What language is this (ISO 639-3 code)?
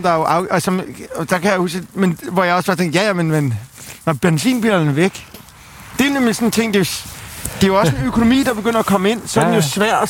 dan